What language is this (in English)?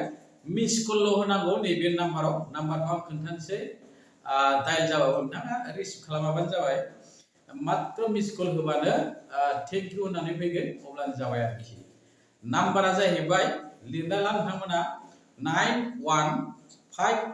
Bodo